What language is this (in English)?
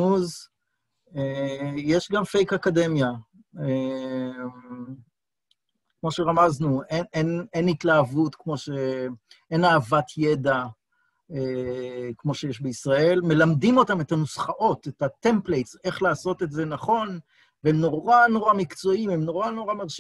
Hebrew